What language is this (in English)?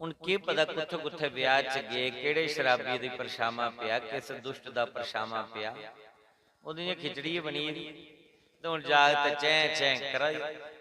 Dogri